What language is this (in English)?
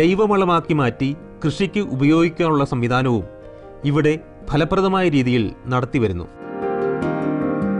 Malayalam